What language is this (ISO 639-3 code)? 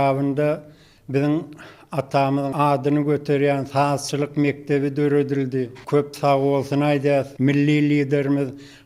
tuk